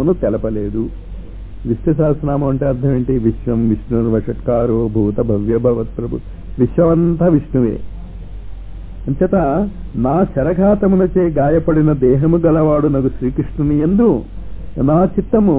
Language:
Telugu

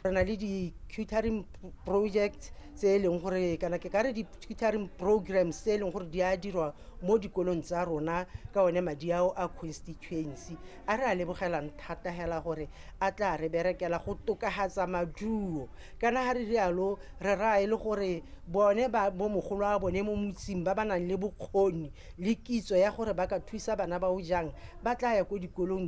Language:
Tswana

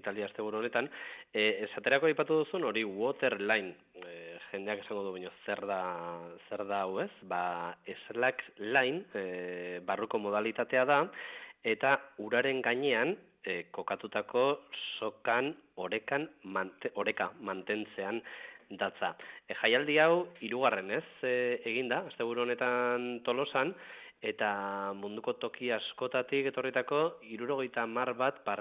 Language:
Basque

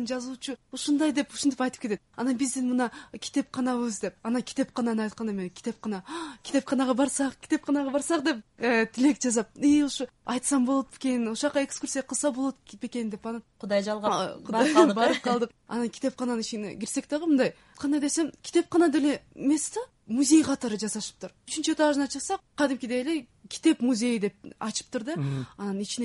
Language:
Kyrgyz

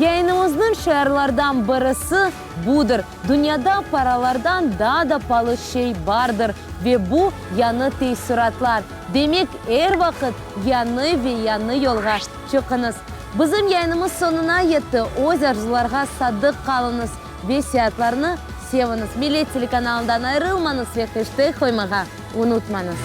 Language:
Crimean Tatar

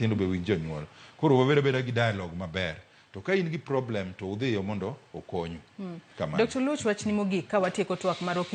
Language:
Luo (Kenya and Tanzania)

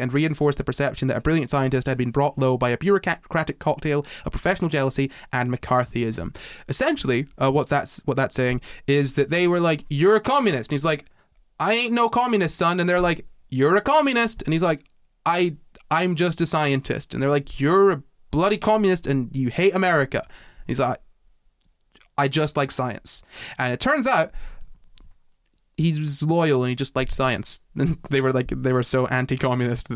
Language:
English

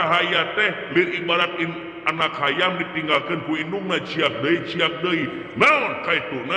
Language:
Sundanese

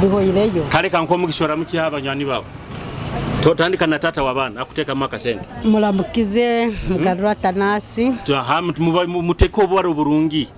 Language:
Nyoro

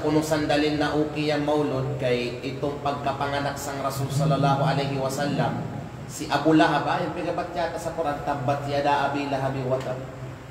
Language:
Kalagan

